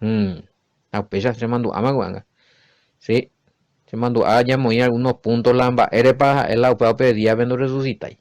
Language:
Guarani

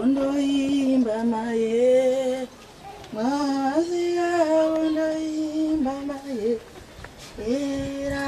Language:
Shona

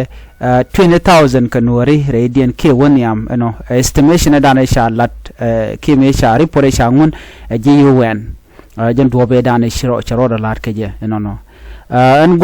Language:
Nuer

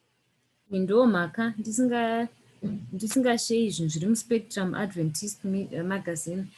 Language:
Shona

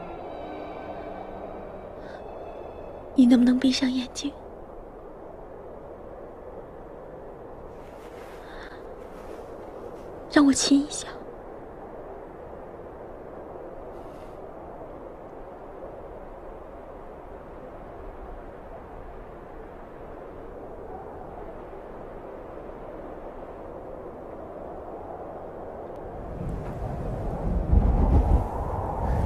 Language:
Chinese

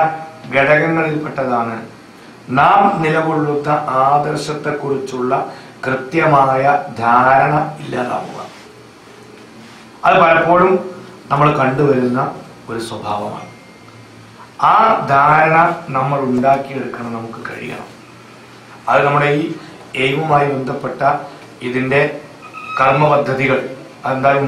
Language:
Malayalam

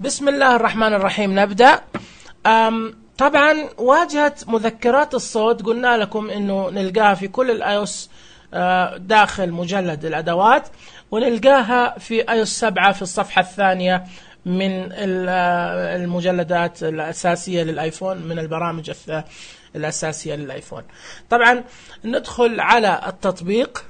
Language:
Najdi Arabic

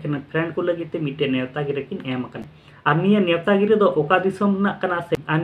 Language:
Santali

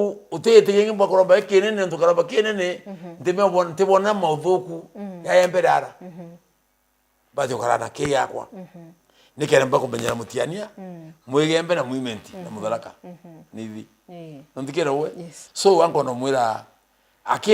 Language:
Meru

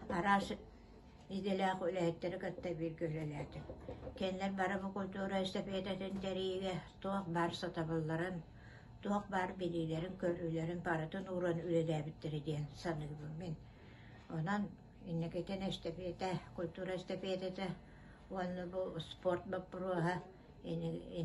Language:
Yakut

